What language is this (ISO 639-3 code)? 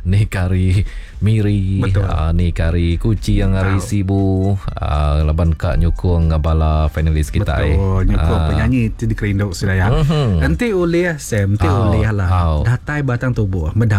iba